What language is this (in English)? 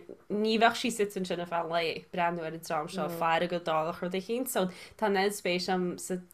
Irish